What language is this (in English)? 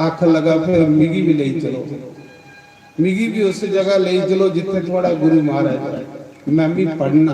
Dogri